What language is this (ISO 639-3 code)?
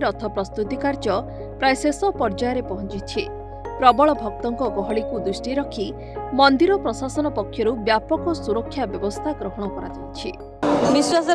ori